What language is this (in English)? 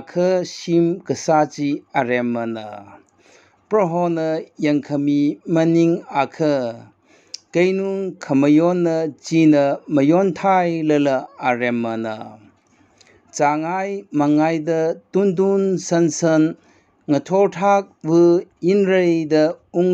Tangkhul Naga (India)